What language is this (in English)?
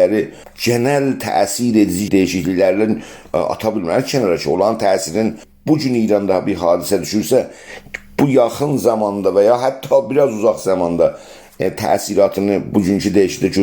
South Azerbaijani